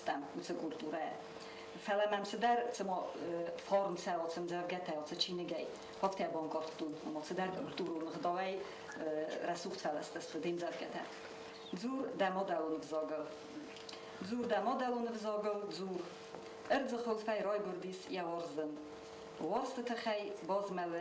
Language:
Ossetic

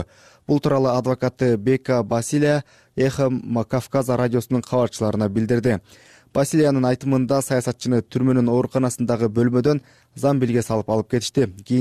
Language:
Kyrgyz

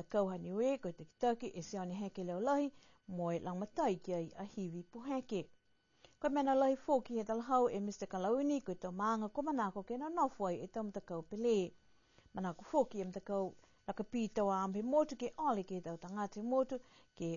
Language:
Niuean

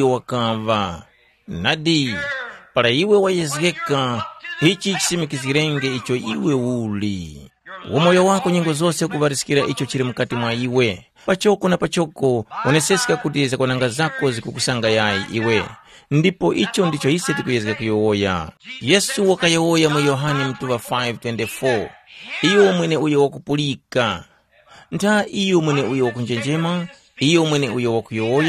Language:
Tumbuka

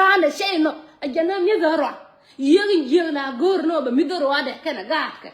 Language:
Nuer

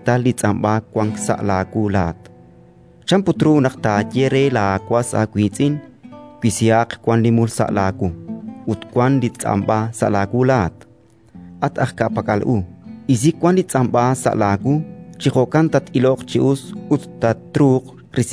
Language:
Kekchí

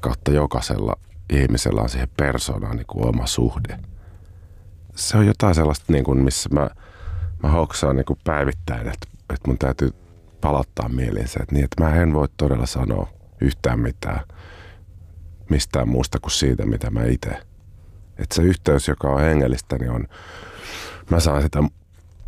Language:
Finnish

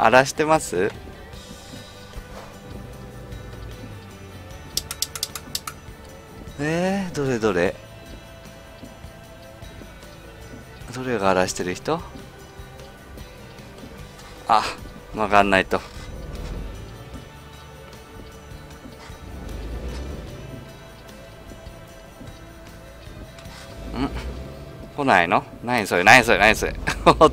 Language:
Japanese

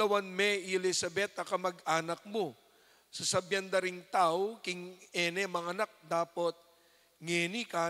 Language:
Pampanga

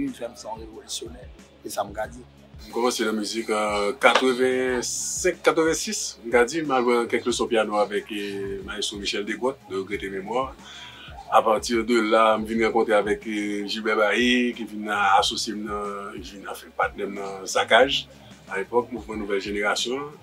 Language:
Haitian Creole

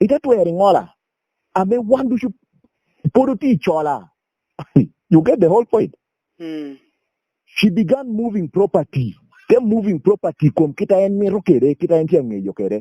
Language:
Lango (Uganda)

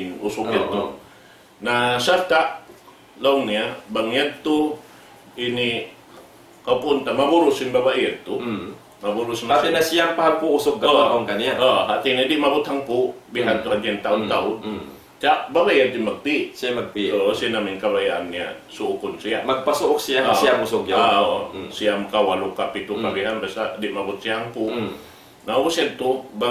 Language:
Tausug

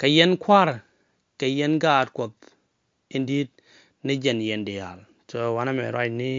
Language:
Nuer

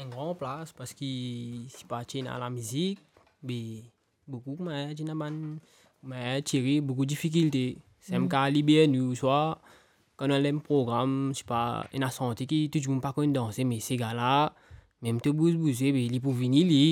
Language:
Morisyen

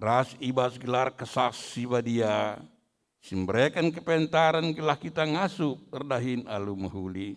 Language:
Batak Karo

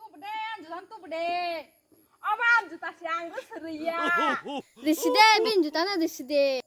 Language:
Kok Borok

